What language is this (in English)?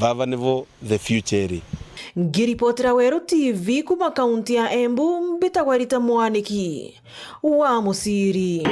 Meru